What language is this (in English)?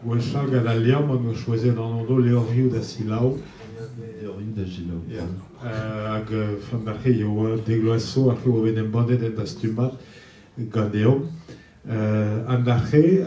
Breton